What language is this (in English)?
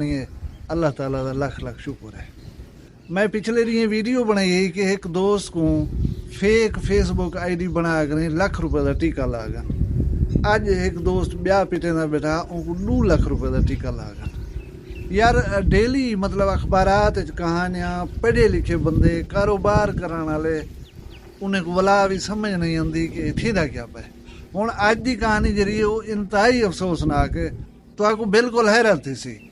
Saraiki